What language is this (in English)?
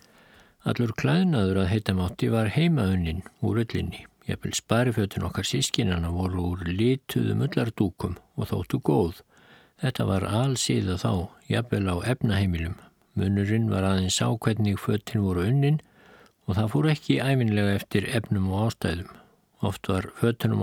Icelandic